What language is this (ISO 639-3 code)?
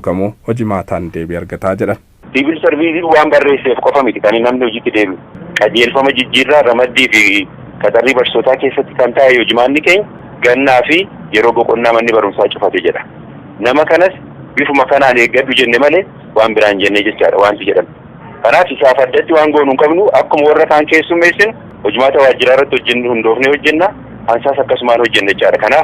orm